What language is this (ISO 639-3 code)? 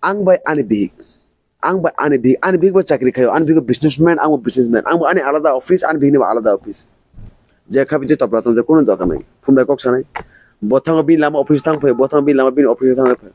trp